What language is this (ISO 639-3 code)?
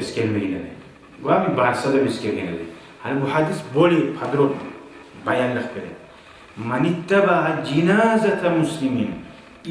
kum